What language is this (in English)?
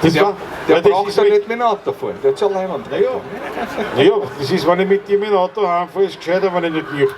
Bavarian